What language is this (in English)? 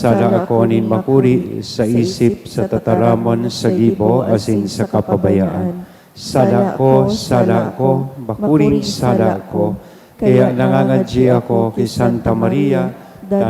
Bikol